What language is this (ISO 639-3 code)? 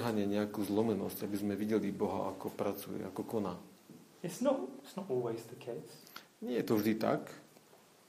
slk